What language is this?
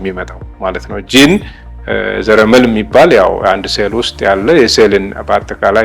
Amharic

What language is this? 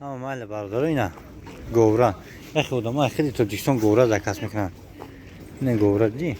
Tajik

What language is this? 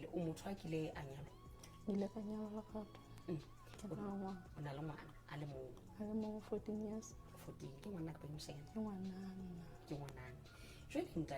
Southern Sotho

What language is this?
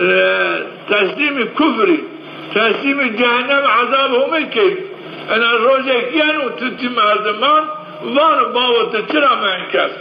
Zaza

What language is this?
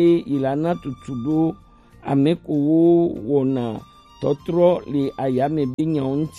Gen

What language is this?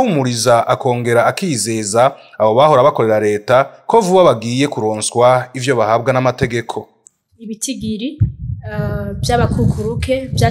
Rundi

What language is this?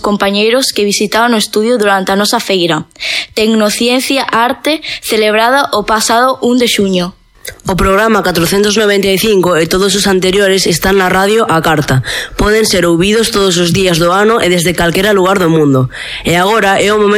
Galician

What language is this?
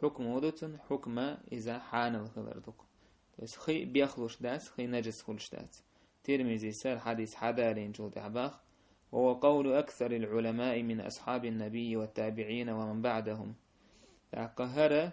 Chechen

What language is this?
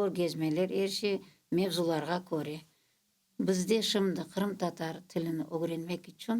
Crimean Tatar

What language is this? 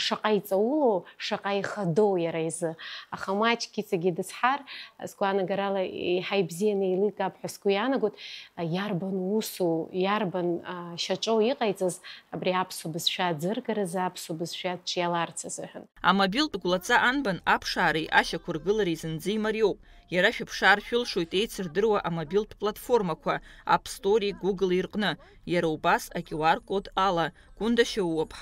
Abkhazian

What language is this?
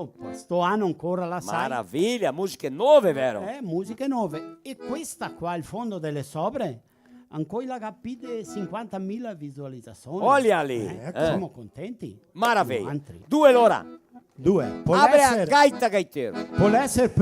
Venetian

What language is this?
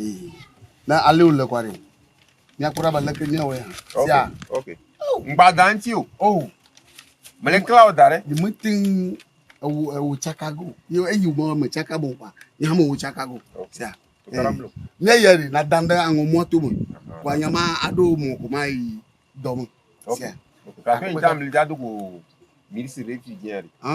Ewe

